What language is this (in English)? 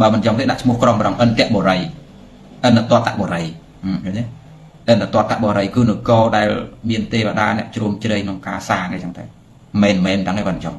Khmer